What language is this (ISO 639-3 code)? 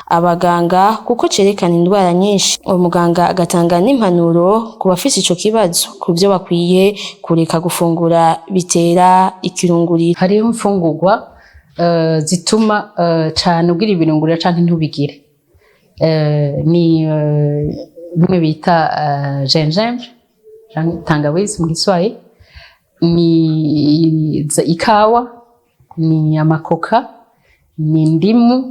run